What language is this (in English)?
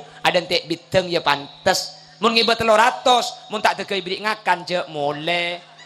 Madurese